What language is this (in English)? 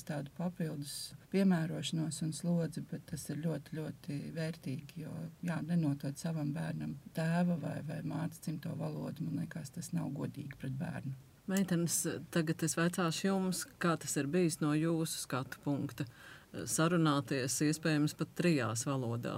Latvian